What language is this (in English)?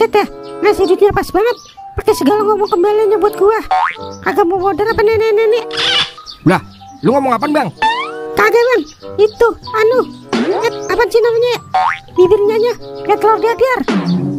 Betawi